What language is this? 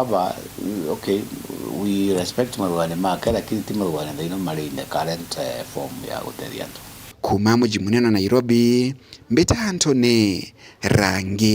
Meru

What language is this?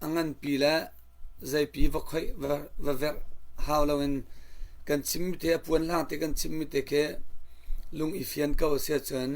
Hakha Chin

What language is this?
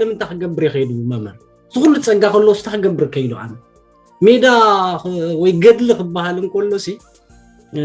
Tigrinya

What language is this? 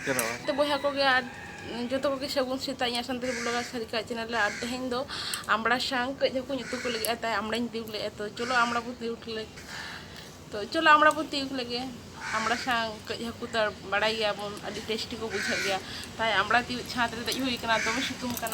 Santali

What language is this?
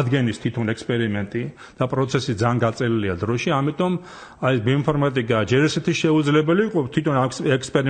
Georgian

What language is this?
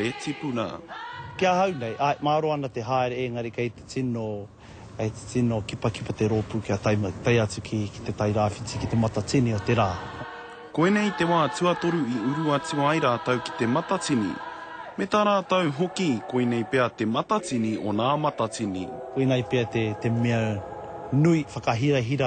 Māori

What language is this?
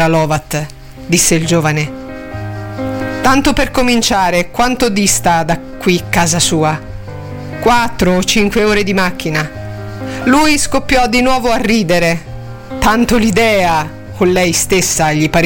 Italian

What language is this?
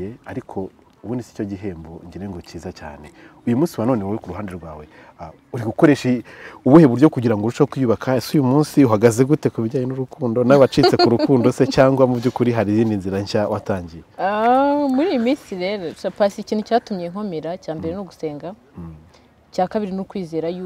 Kinyarwanda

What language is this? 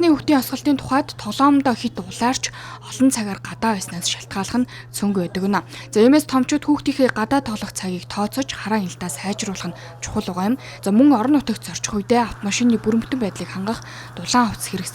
Mongolian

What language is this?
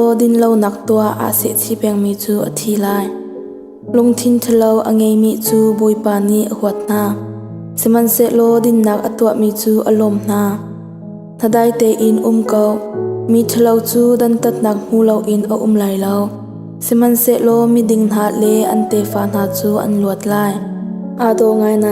Hakha Chin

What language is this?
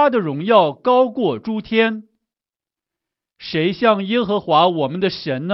Chinese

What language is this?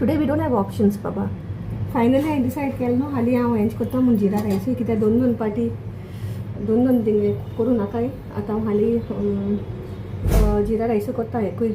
Konkani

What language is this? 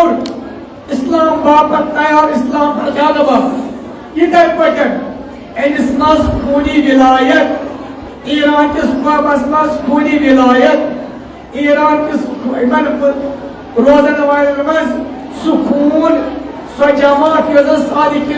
Kashmiri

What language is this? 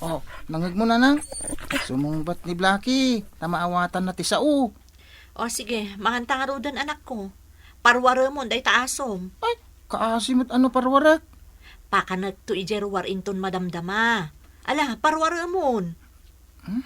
Iloko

